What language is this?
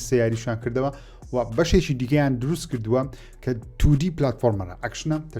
Central Kurdish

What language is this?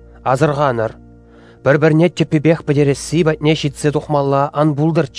Chuvash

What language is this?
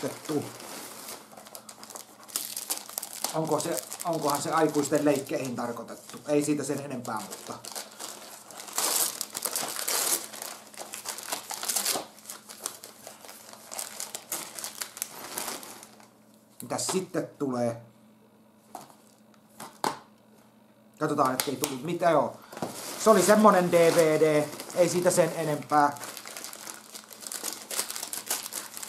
Finnish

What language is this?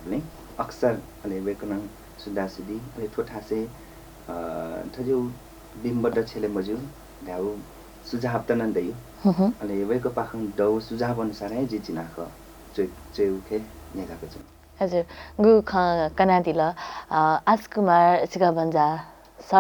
Newari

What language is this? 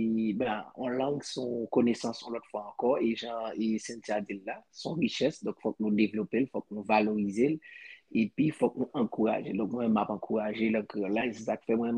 Haitian Creole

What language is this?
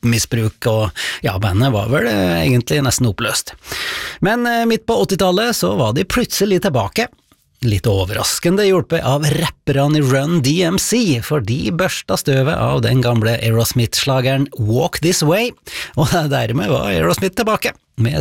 Norwegian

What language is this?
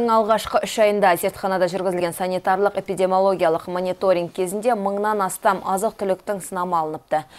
Kazakh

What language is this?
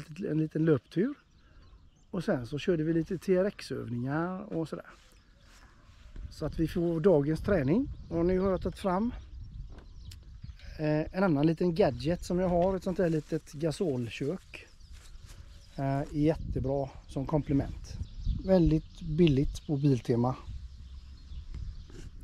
Swedish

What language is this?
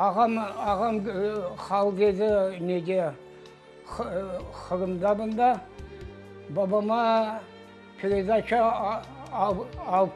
Crimean Tatar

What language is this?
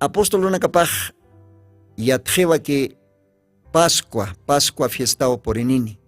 Aymara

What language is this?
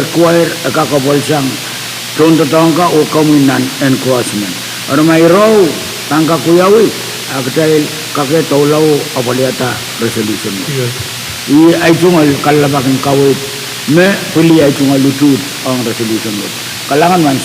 Pohnpeian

